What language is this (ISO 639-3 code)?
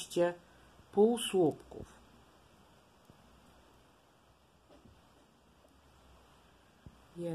pol